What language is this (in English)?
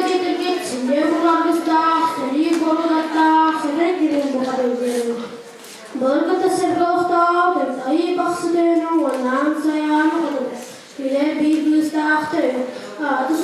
Yakut